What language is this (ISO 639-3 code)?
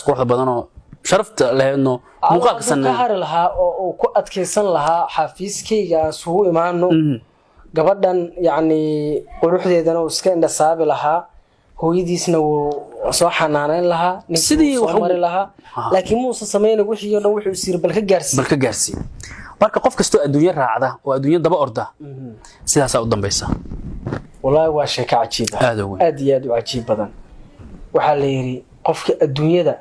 som